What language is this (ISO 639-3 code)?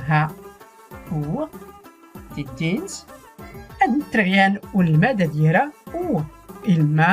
shi